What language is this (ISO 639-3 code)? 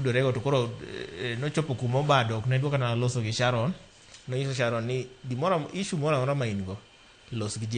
luo